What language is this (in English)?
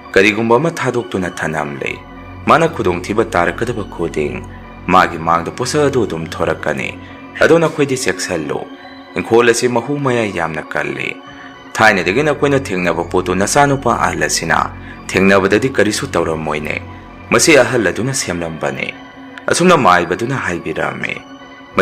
Manipuri